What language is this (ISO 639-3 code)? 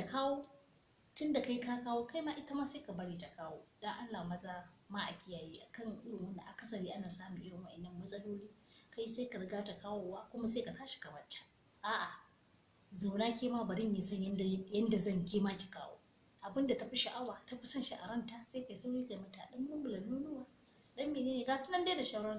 hau